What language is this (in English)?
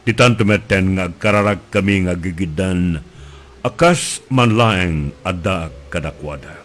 Iloko